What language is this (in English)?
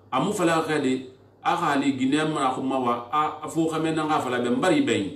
Susu